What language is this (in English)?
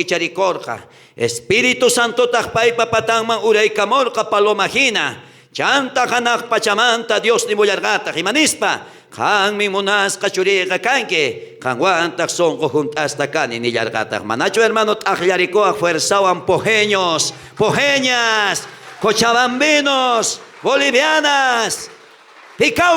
South Bolivian Quechua